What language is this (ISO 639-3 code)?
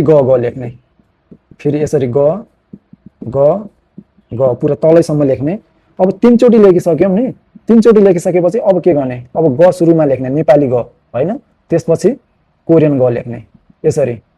nep